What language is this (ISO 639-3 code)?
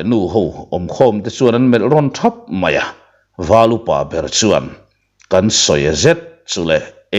lus